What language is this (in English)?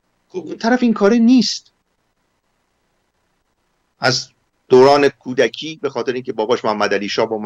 Persian